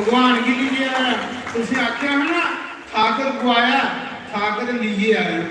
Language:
Dogri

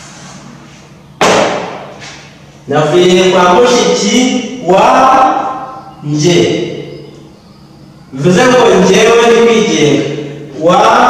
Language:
Kinyarwanda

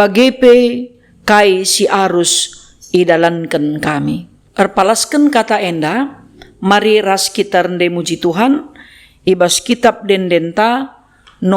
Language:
Batak Karo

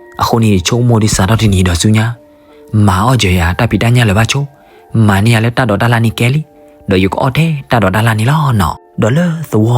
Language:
S'gaw Karen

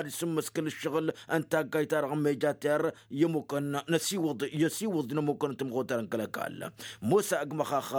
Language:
Tamasheq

